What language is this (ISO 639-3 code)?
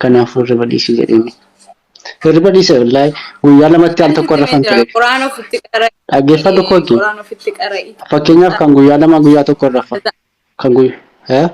orm